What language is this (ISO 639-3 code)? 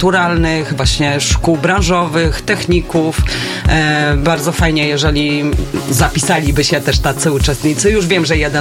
pol